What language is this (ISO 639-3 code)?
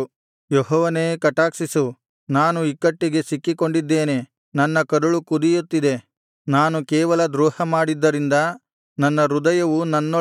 kan